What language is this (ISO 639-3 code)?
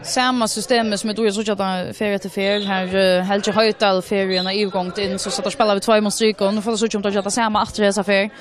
fao